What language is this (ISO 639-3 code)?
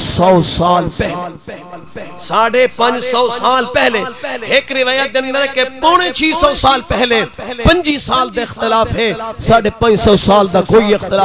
skr